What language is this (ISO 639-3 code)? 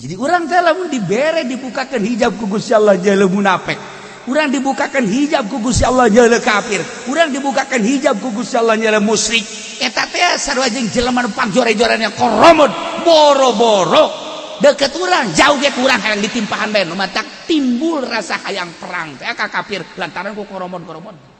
sun